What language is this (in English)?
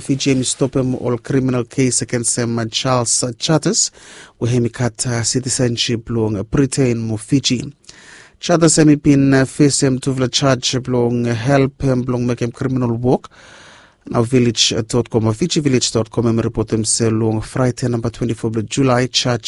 Bislama